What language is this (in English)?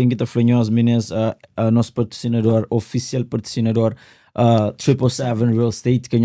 Kabuverdianu